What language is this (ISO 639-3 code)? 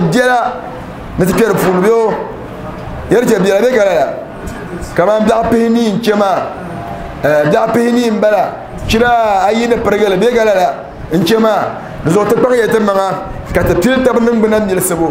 dag